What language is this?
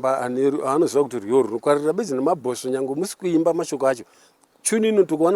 Shona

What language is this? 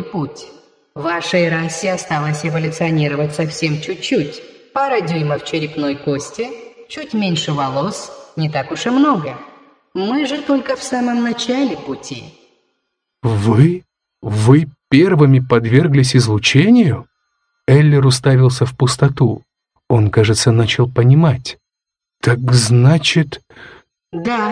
Russian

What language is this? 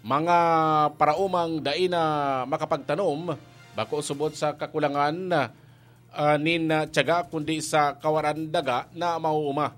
Bikol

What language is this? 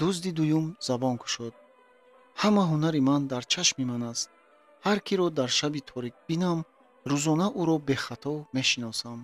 Tajik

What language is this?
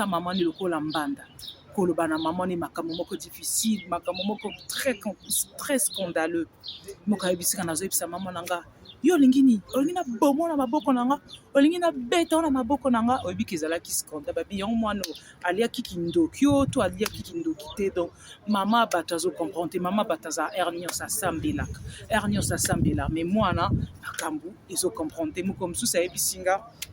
Lingala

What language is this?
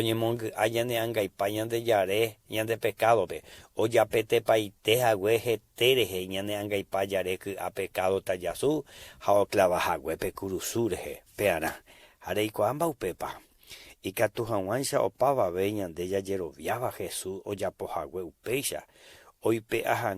Guarani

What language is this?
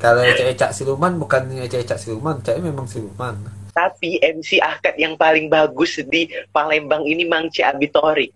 Musi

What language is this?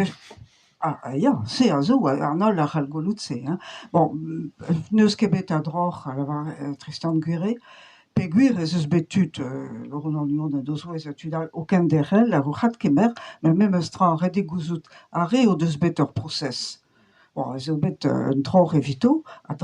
Breton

